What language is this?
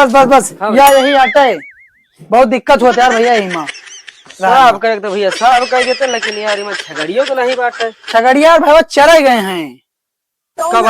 Awadhi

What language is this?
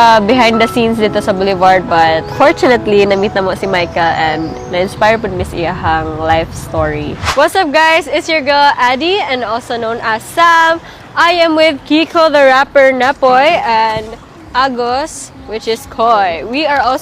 Cebuano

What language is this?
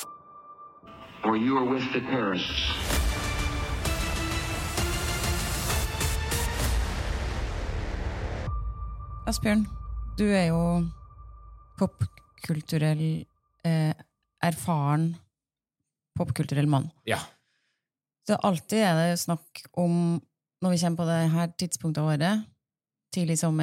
Norwegian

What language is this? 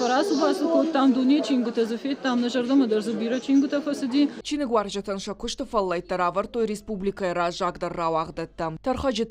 Ossetic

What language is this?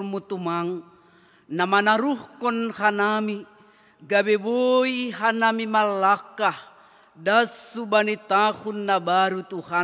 Batak Simalungun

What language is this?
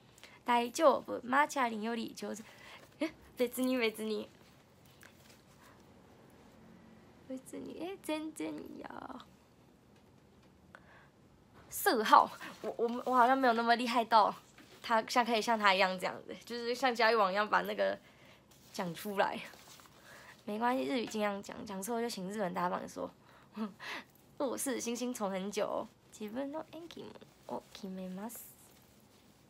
Chinese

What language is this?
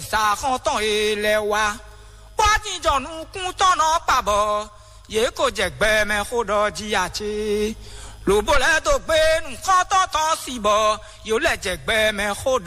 Fon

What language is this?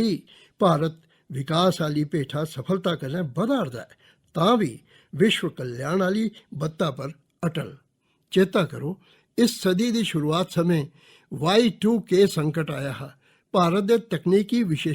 Dogri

